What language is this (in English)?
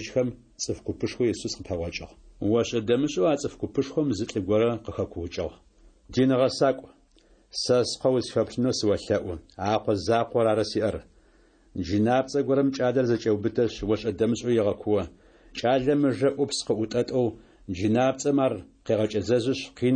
Adyghe